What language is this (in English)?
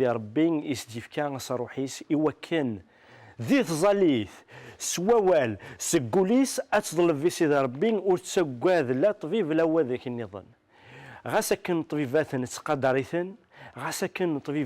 Kabyle